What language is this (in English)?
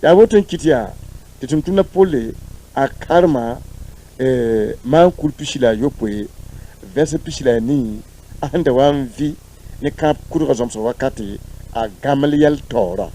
Mossi